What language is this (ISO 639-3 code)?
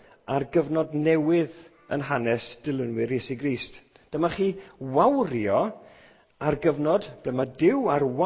cym